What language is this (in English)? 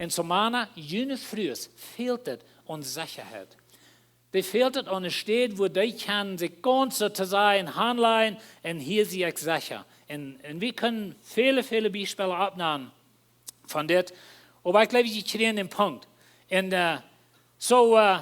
Plautdietsch